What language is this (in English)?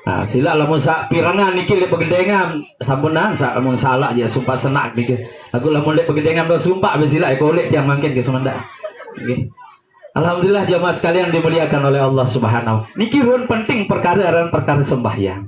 Sasak